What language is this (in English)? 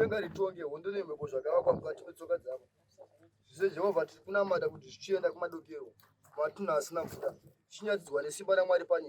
Shona